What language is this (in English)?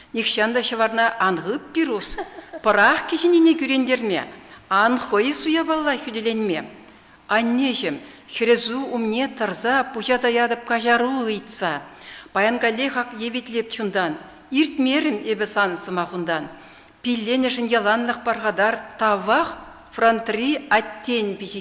Chuvash